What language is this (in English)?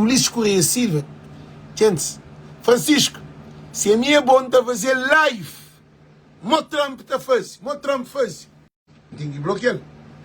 Kabuverdianu